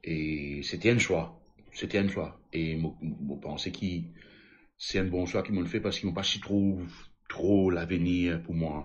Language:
Morisyen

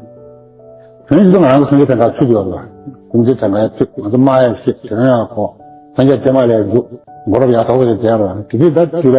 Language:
Tibetan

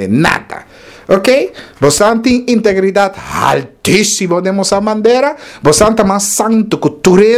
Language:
Papiamento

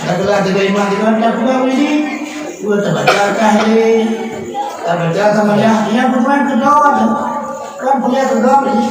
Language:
Achinese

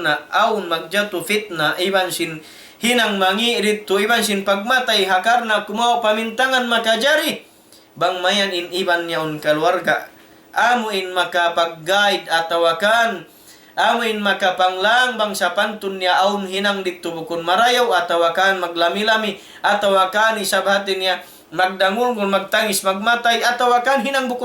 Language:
Tausug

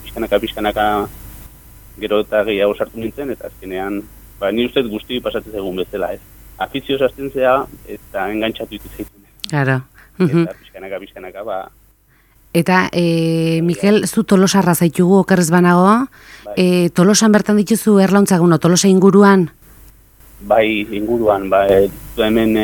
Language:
Basque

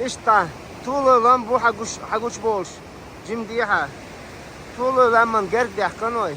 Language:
Chechen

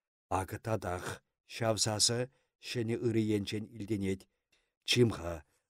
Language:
Chuvash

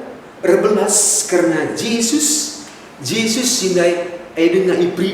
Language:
Batak Karo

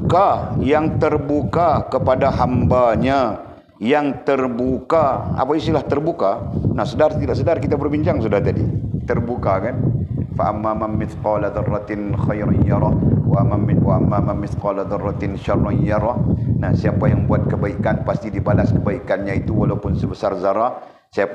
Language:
Malay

